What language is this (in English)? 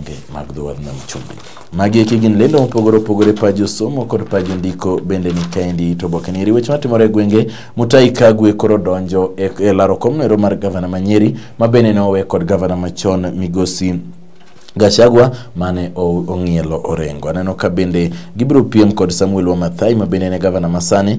Luo (Kenya and Tanzania)